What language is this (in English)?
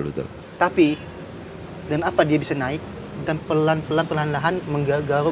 Indonesian